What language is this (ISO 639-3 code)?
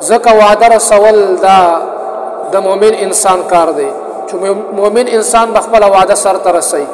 pus